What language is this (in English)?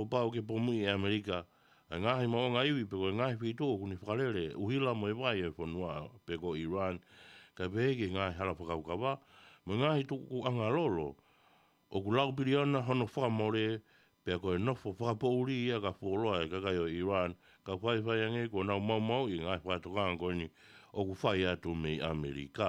Tongan